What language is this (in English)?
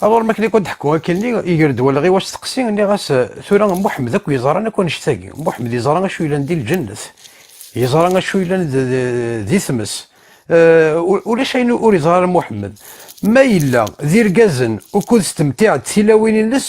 Kabyle